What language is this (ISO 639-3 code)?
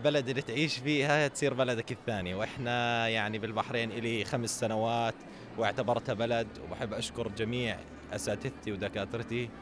afb